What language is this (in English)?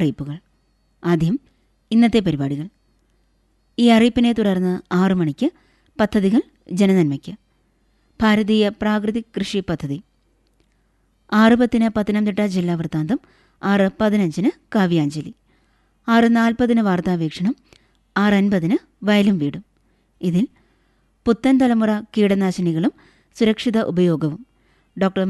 Malayalam